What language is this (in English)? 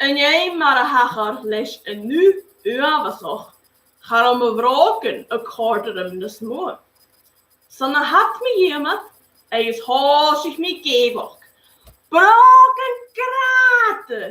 Scottish Gaelic